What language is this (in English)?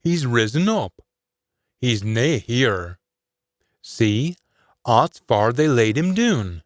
Scots